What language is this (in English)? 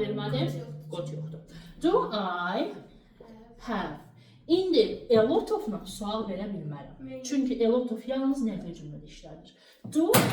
Azerbaijani